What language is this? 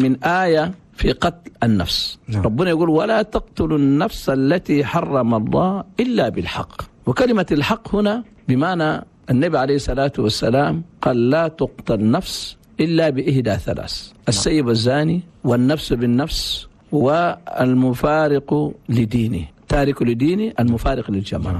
Chadian Arabic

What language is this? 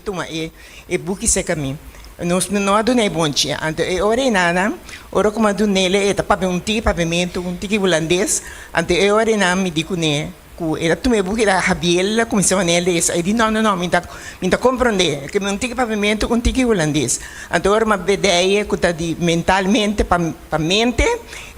Papiamento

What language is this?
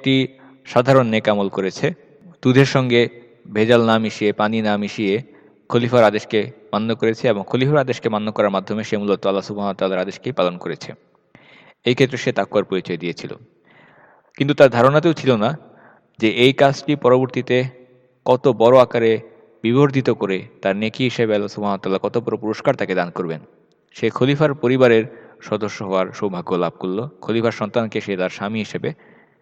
Bangla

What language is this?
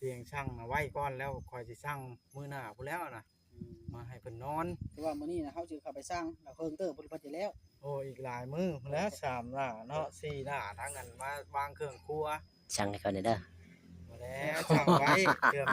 Northeastern Thai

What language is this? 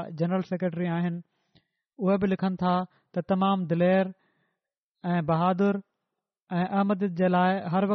Sindhi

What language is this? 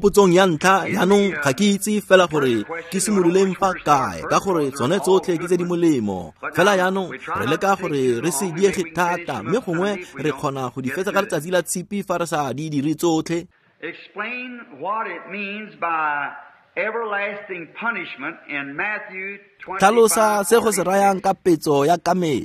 Tswana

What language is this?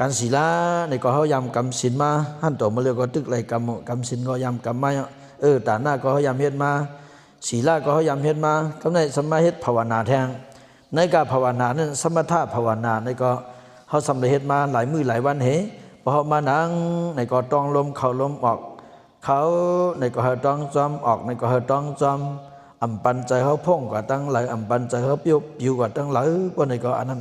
Shan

